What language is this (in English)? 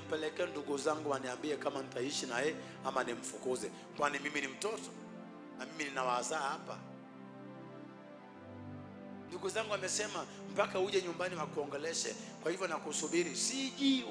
Swahili